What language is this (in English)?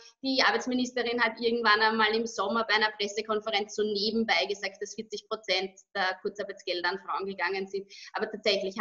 German